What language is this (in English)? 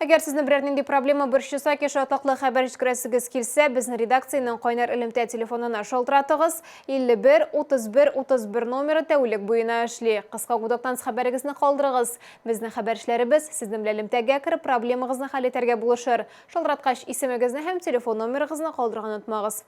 Tatar